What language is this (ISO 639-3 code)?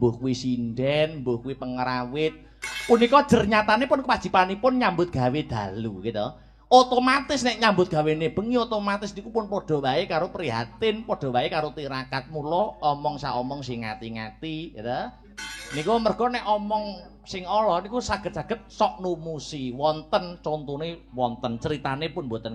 jav